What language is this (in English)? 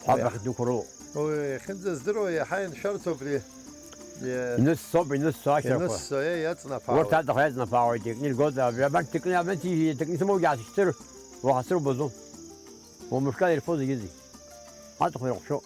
Abkhazian